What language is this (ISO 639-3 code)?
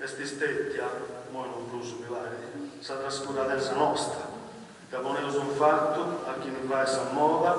srd